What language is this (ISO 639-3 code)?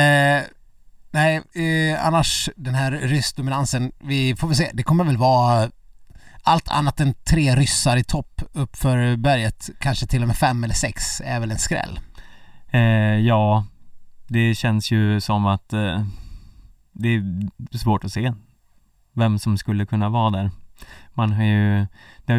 swe